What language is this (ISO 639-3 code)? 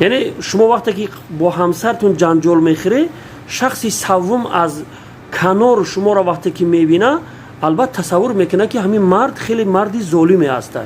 tgk